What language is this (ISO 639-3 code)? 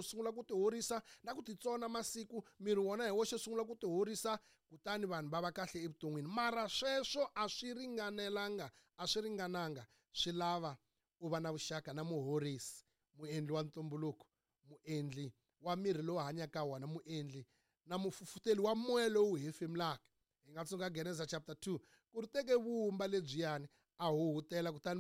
tso